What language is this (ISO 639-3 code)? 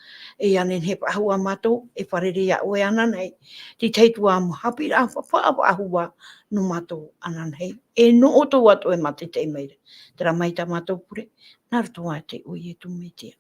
tah